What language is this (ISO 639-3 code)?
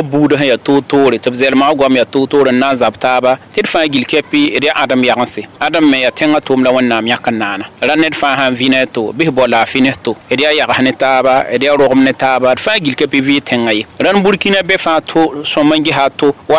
mos